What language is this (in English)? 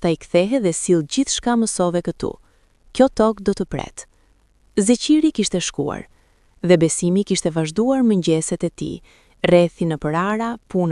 Albanian